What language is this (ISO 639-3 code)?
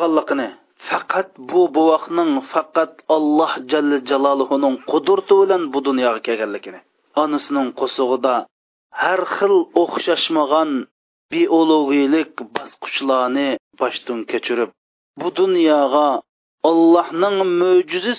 uig